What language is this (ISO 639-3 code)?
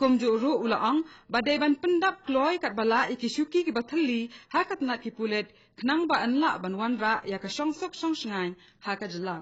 kha